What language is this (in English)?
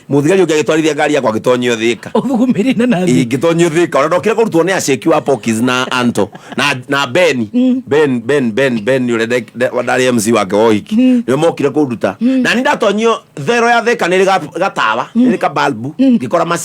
Kikuyu